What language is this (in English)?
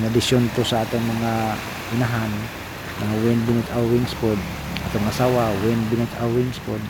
Cebuano